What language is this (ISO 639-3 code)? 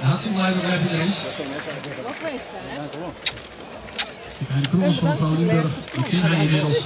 fry